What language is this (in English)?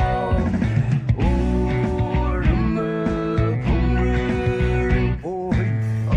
Poumei Naga